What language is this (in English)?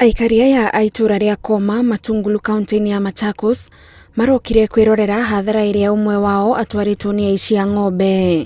Kikuyu